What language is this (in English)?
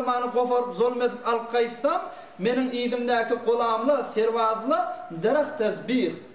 Turkmen